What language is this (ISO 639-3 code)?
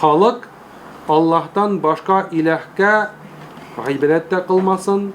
tat